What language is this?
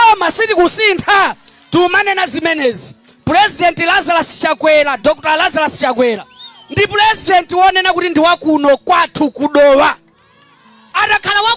Nyanja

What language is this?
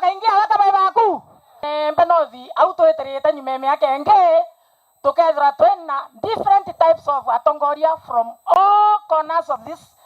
Meru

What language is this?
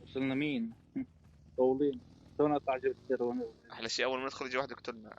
North Levantine Arabic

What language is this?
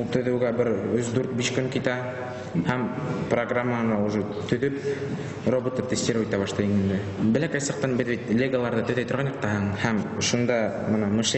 Bashkir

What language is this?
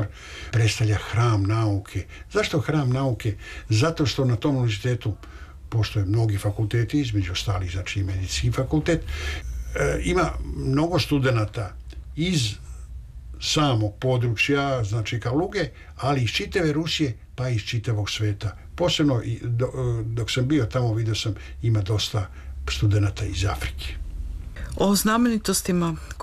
Serbian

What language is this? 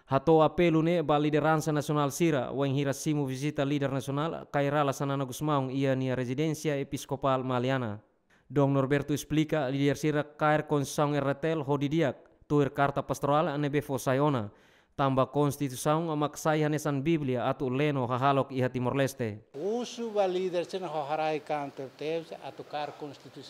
Tetum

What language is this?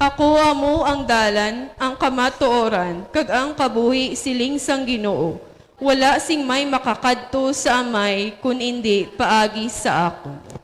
Hiligaynon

